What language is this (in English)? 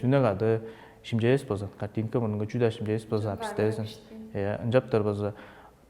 Tuvinian